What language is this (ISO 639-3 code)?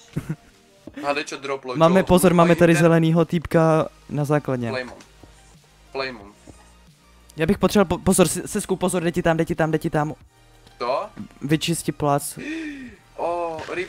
ces